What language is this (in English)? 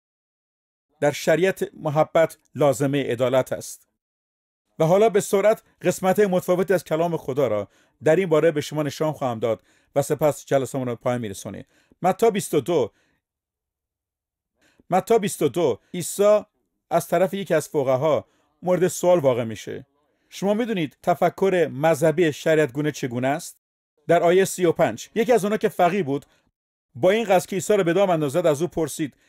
Persian